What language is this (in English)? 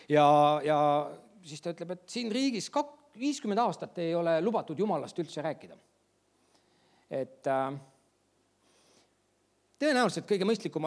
Estonian